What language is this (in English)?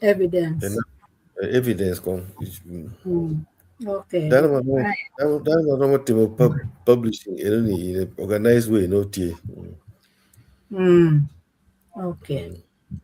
Acoli